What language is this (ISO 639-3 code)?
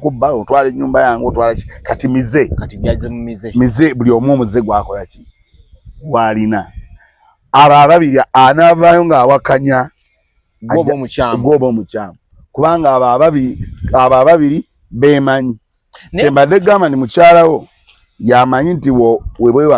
lug